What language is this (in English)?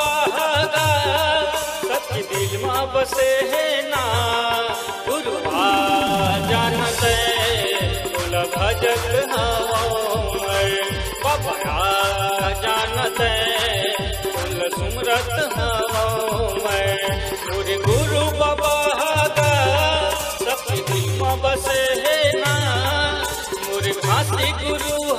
Chhattisgarhi